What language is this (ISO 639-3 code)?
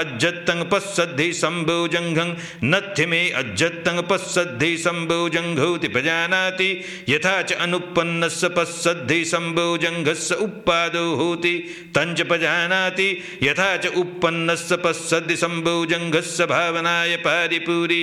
pli